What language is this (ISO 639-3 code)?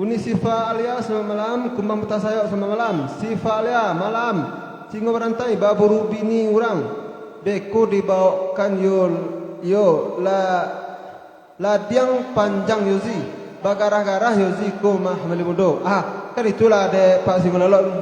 min